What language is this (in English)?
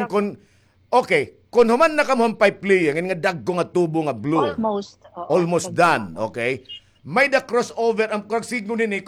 Waray